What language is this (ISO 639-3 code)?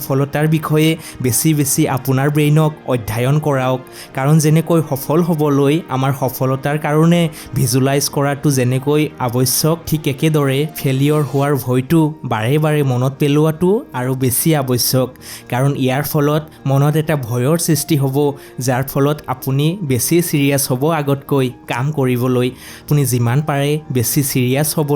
asm